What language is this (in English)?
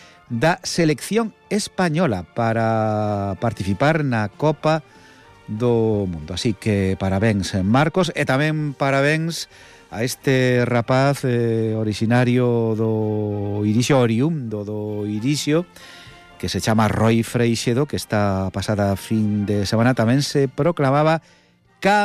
Galician